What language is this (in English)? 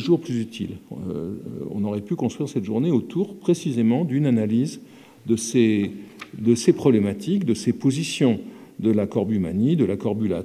French